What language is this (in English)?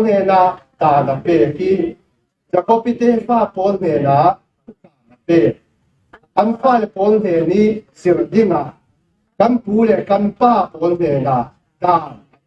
Falam Chin